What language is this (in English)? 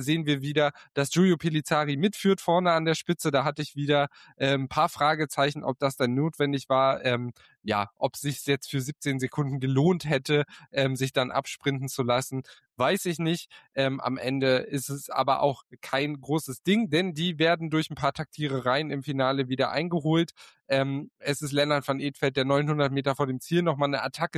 German